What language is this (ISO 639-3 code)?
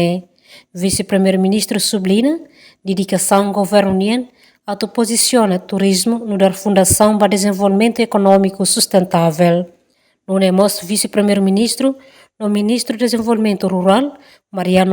tet